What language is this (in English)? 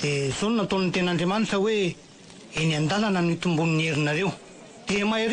Malagasy